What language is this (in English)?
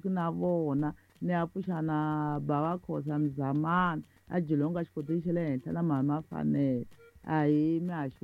Tsonga